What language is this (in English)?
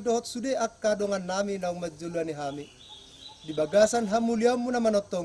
Batak Toba